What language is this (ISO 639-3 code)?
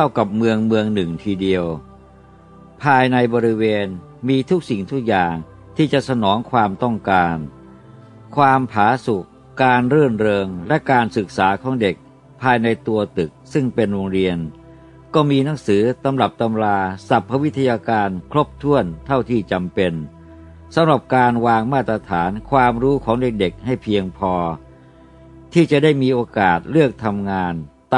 tha